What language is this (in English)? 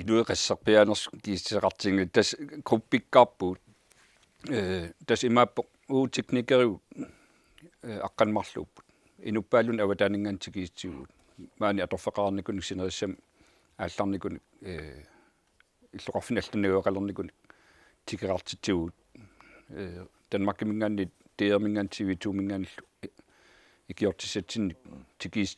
Kalaallisut